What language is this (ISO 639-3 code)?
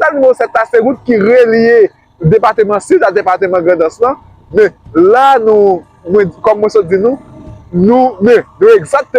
hat